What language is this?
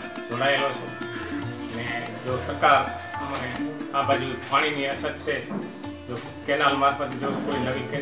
Gujarati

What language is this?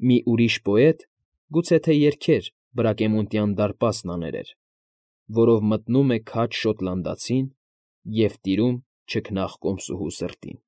Armenian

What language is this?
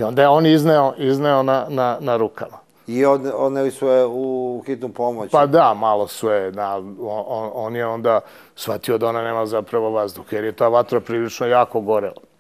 Serbian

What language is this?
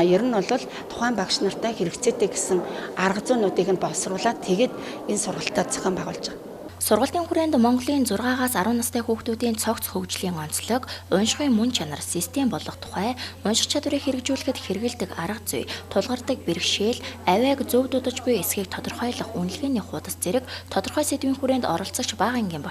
Mongolian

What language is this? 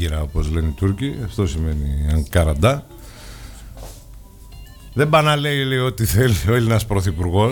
Greek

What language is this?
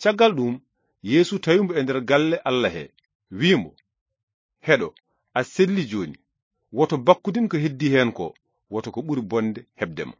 Fula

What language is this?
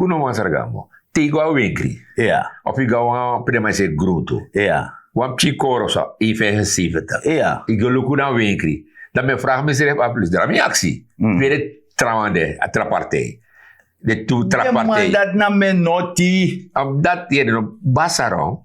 Sranan Tongo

